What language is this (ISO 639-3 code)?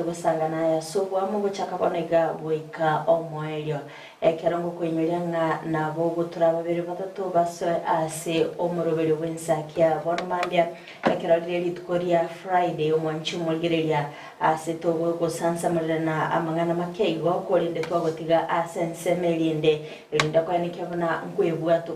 guz